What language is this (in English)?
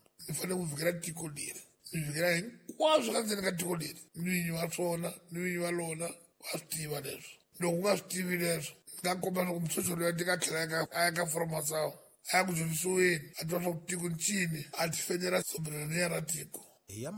Tsonga